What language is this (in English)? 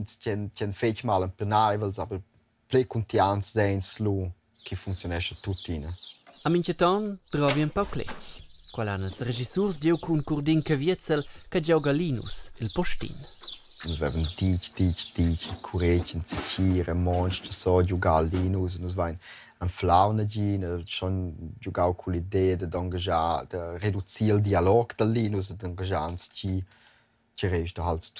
Romansh